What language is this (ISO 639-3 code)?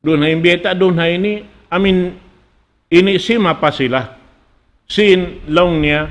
tsg